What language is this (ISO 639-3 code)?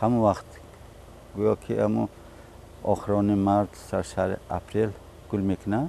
tgk